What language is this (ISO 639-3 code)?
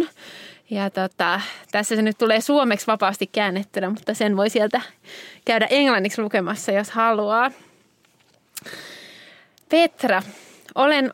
fin